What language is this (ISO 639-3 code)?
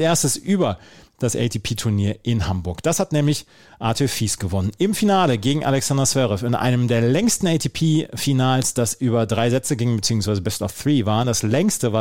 deu